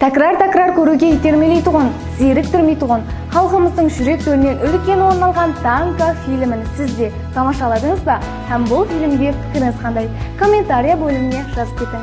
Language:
Kara-Kalpak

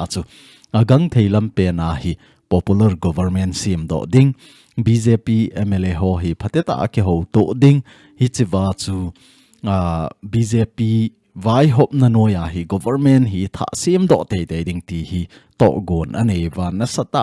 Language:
Thado Chin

